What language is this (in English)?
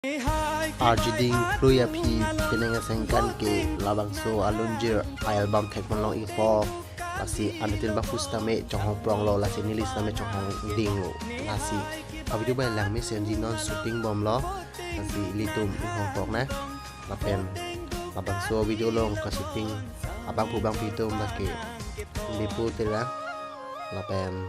Karbi